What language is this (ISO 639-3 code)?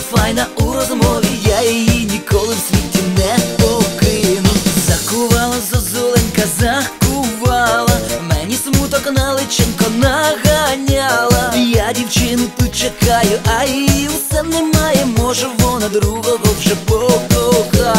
ukr